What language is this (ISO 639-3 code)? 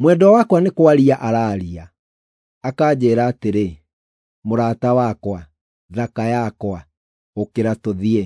kik